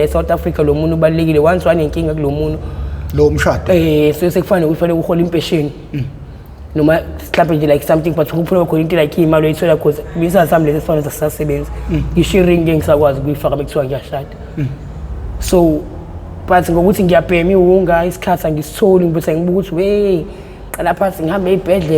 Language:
Zulu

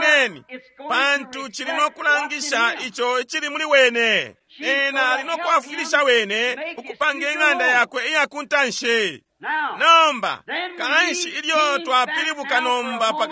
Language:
Bemba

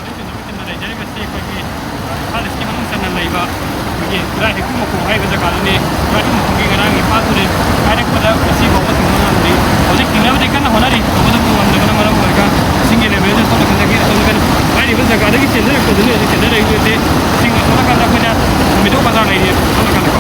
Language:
Manipuri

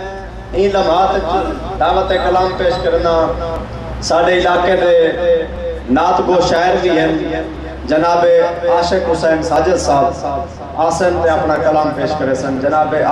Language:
Saraiki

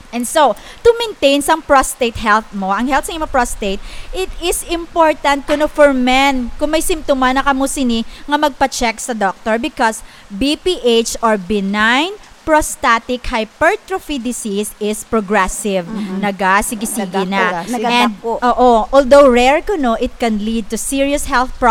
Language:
Hiligaynon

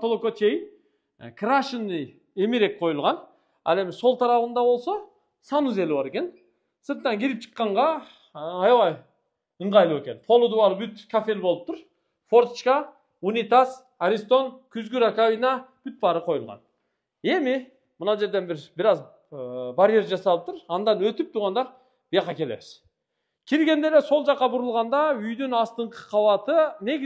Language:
Kyrgyz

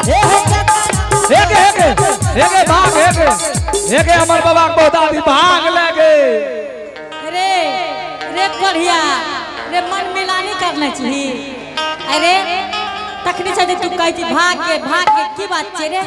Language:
Angika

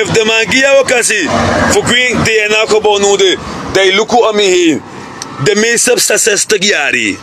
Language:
Sranan Tongo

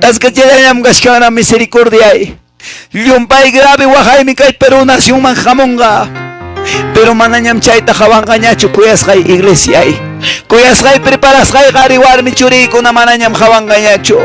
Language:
Quechua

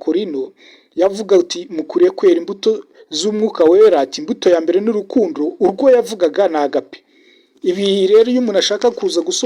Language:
Kinyarwanda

